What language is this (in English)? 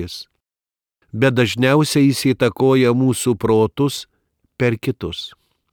Lithuanian